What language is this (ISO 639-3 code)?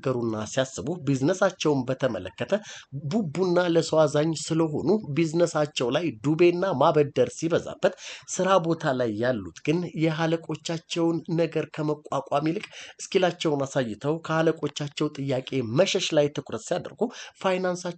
amh